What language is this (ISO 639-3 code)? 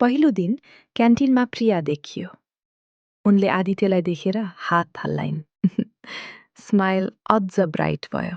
nep